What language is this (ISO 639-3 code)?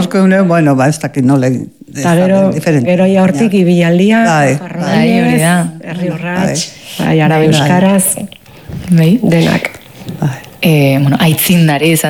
eus